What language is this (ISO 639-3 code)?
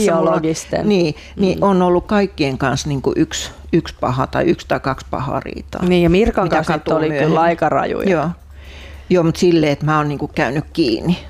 fin